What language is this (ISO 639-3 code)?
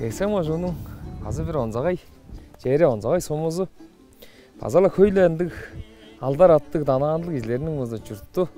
tyv